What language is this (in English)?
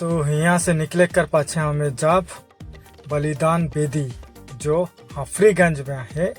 Sadri